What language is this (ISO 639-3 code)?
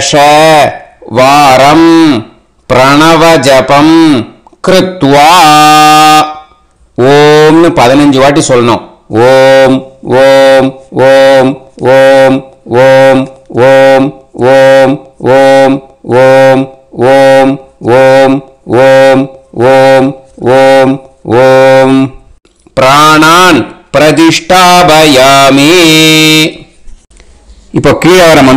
tam